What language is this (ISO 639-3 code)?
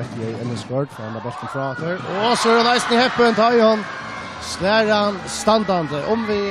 fao